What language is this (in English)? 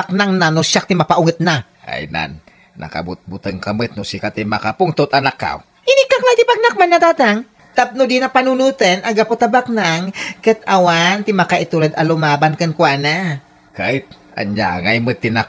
Iloko